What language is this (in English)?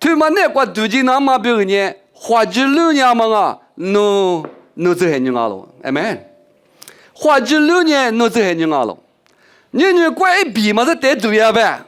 Lisu